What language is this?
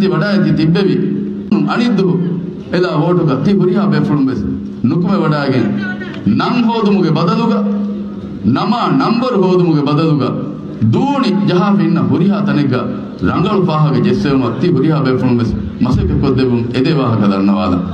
Divehi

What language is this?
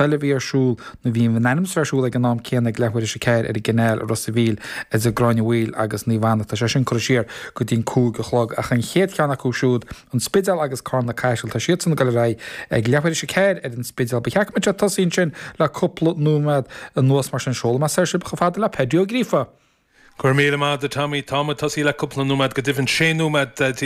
Irish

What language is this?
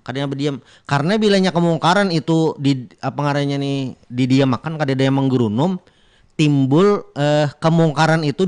Banjar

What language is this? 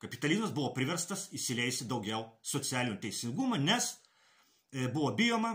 Lithuanian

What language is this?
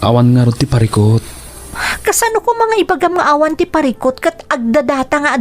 Iloko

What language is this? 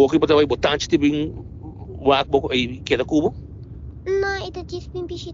Papiamento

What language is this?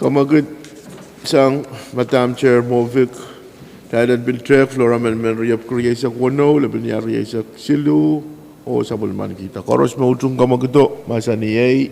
Pohnpeian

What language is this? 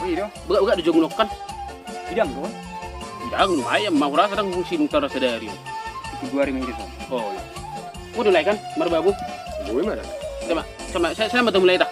Batak Toba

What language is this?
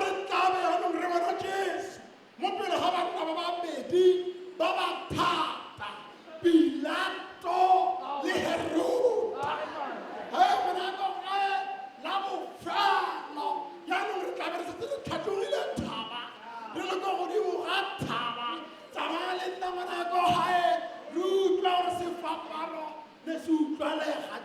Tswana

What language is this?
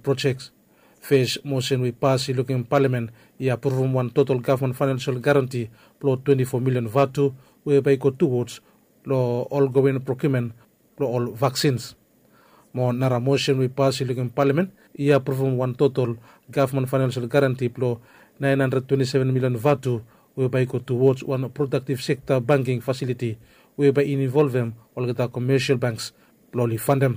Bislama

